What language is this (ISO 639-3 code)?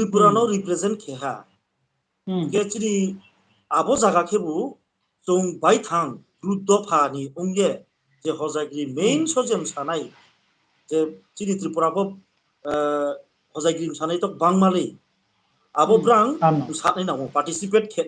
ria